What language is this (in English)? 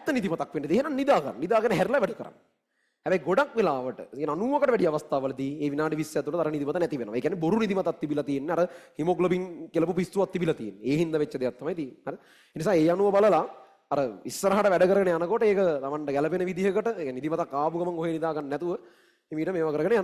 Sinhala